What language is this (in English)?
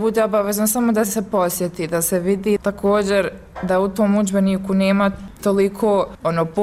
Bosnian